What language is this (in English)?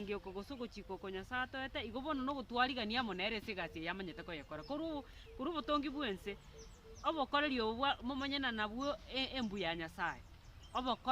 Gusii